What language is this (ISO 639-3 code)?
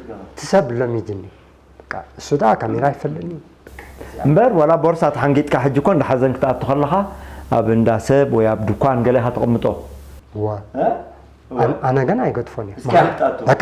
tir